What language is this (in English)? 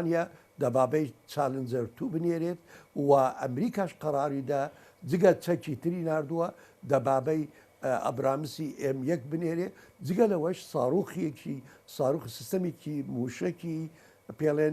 Central Kurdish